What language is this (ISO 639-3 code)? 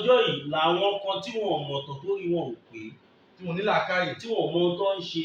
yor